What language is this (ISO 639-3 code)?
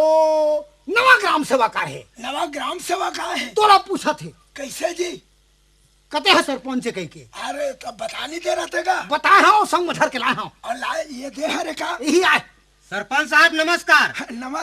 hne